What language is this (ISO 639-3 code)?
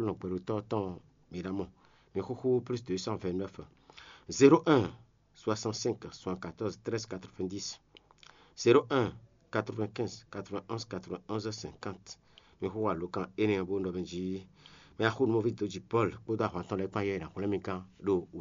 fon